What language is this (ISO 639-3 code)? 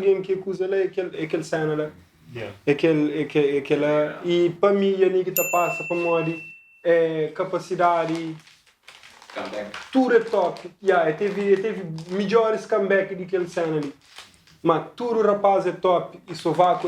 kea